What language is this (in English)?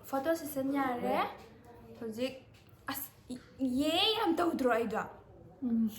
Manipuri